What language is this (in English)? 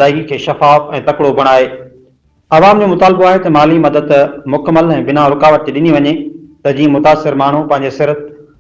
Sindhi